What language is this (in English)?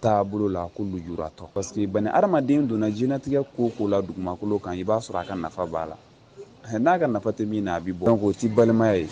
Bambara